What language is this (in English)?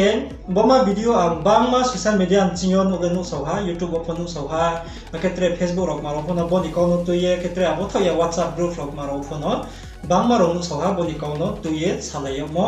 Riang (India)